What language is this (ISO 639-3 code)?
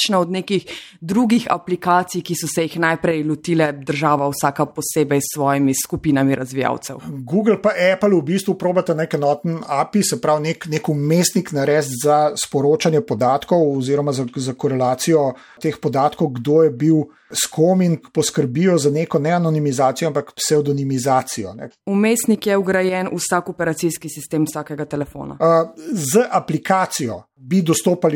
slv